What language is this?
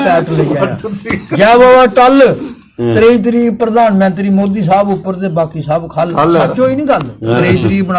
Dogri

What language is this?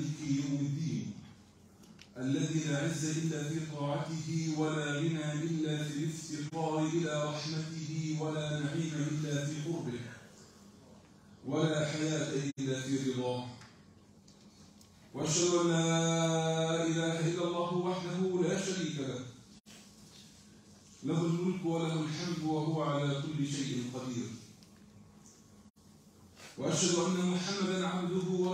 Arabic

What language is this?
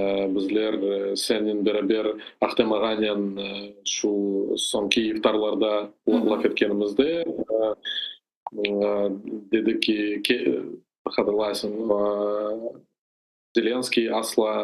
Crimean Tatar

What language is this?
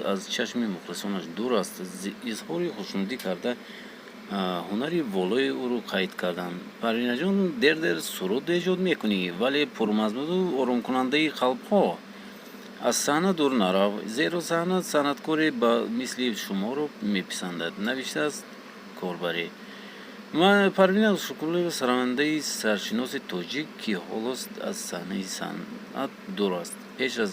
Tajik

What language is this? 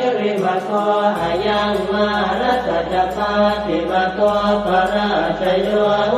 Pali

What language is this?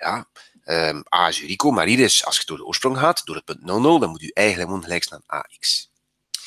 Dutch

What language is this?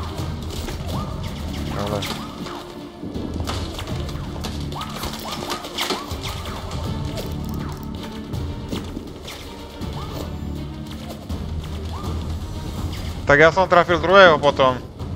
Slovak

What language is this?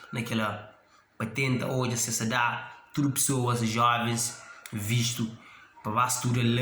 Kabuverdianu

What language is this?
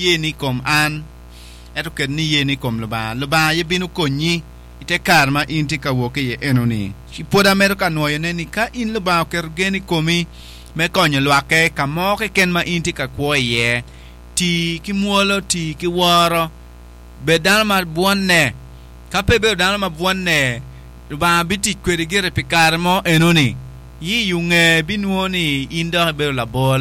Acoli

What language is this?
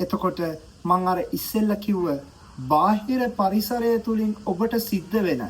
Sinhala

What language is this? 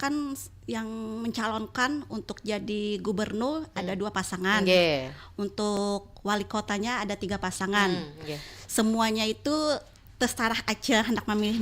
Banjar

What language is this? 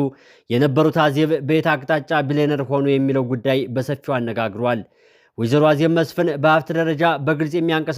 Amharic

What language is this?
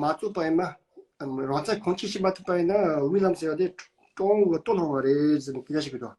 Tibetan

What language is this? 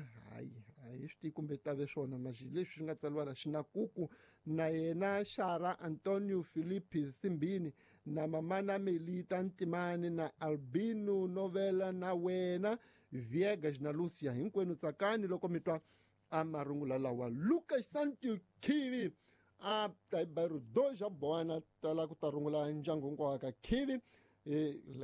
Tsonga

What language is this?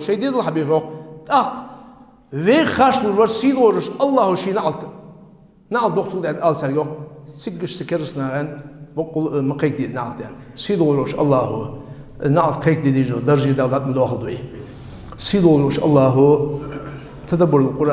Ingush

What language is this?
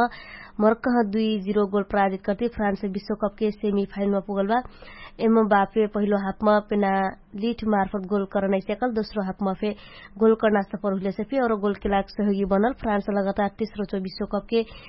Dangaura Tharu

